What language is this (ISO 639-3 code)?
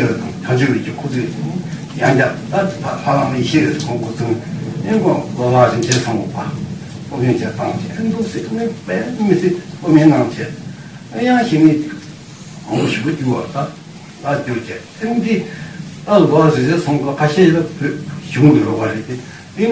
bod